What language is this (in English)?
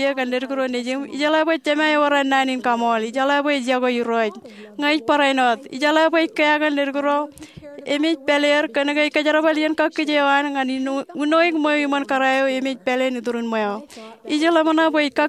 Marshallese